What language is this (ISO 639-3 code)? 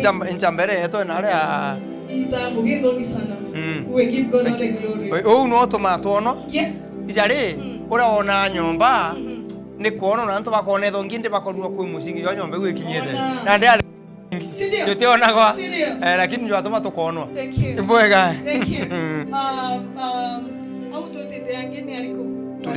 mer